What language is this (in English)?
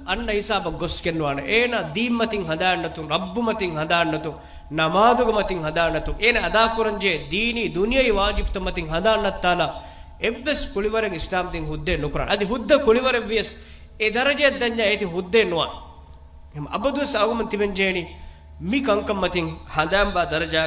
Divehi